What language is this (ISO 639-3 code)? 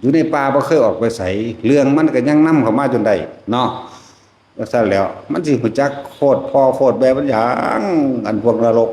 tts